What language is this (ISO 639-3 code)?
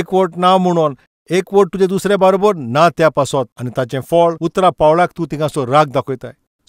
kok